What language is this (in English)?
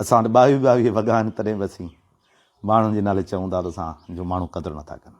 Sindhi